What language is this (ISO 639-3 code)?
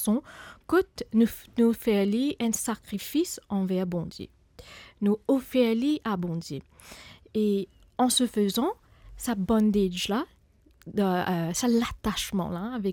mfe